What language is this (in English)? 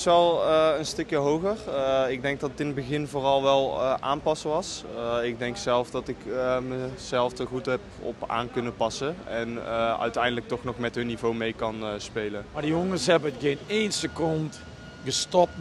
Dutch